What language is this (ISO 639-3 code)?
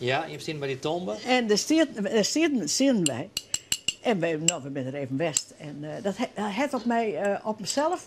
fry